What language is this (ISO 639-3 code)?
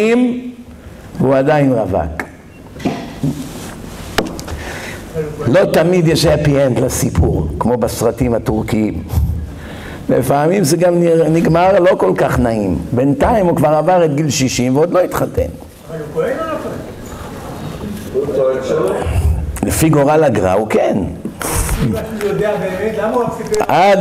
heb